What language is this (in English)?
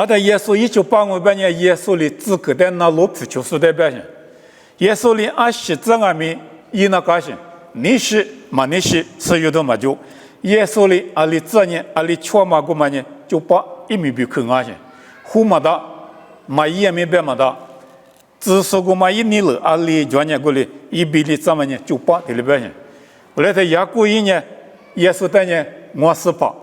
Lisu